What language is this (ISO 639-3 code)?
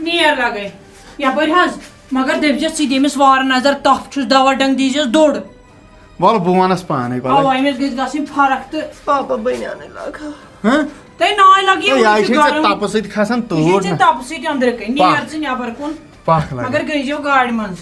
kas